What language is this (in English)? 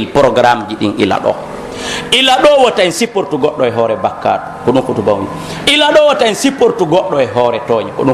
Pular